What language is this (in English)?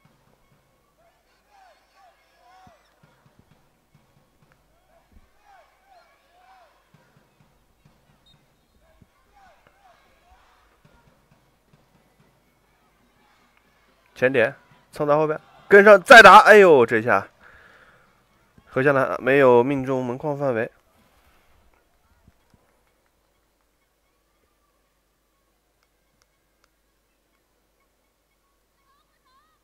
Chinese